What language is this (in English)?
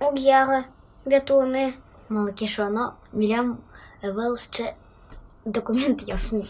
Udmurt